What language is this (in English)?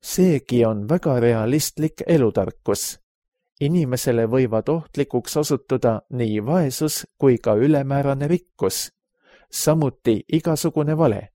Estonian